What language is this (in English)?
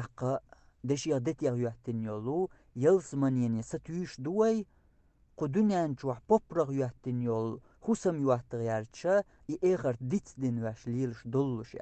Chechen